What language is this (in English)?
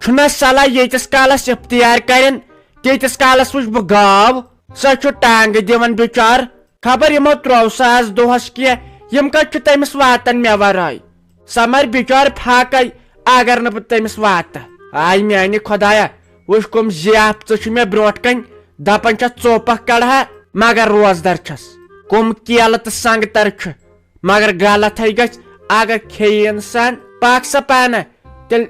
Kashmiri